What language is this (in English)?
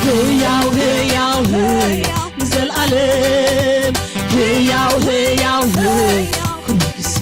Tigrinya